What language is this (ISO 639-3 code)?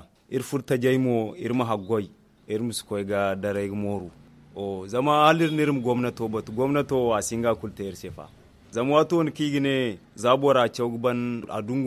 dje